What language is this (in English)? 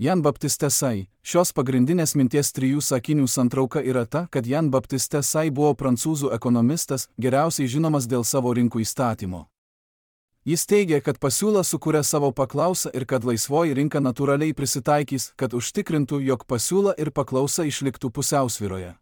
Lithuanian